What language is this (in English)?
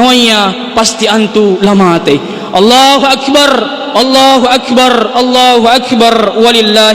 Makasar